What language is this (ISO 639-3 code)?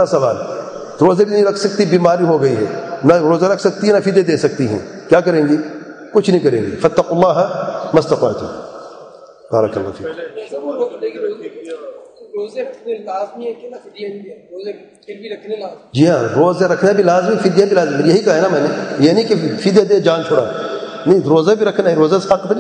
urd